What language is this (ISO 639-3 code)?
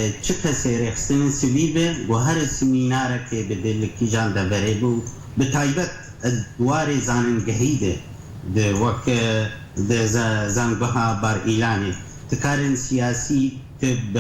kur